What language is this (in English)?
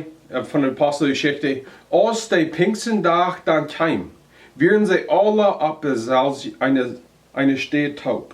Plautdietsch